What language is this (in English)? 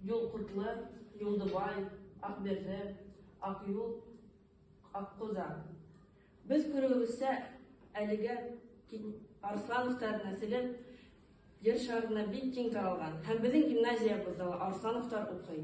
Bashkir